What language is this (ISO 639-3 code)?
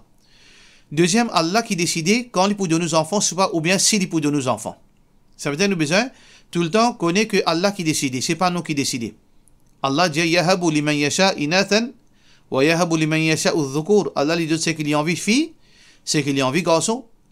mfe